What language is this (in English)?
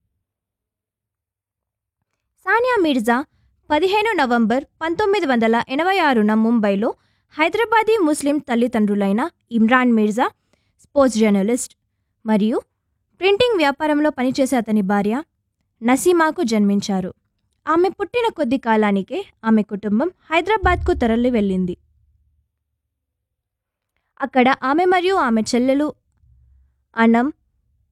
Telugu